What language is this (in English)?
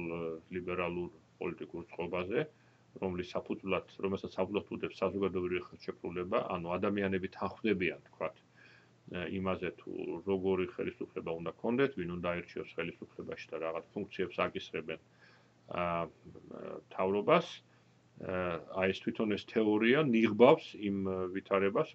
Georgian